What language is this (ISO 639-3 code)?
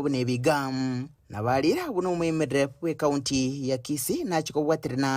guz